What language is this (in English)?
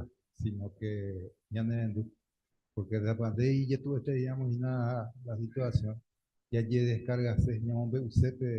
Guarani